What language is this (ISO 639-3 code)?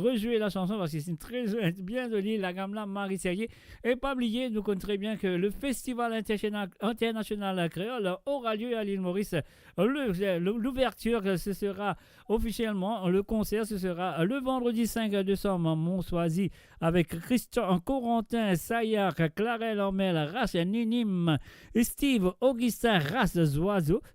mfe